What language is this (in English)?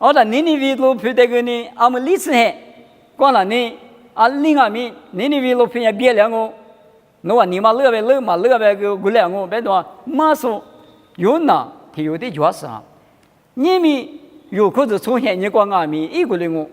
Lisu